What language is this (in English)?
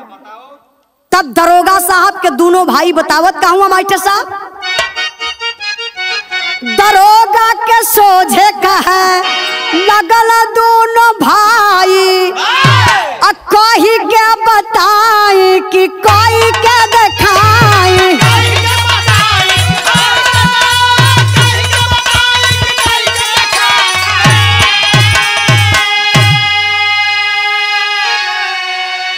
Bhojpuri